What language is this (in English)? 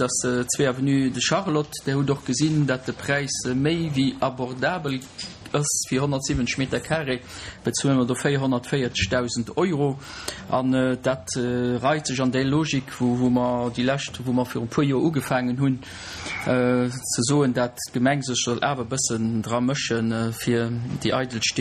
Luxembourgish